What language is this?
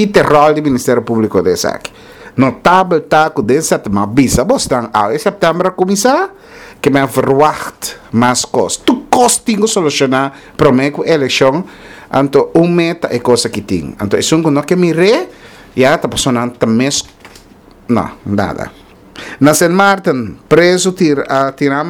Papiamento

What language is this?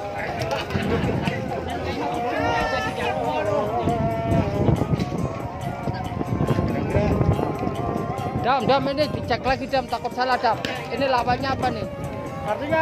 Indonesian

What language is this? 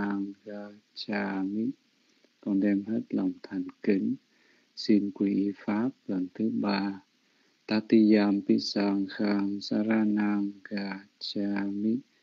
Vietnamese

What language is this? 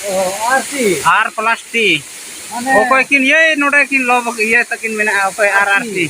Santali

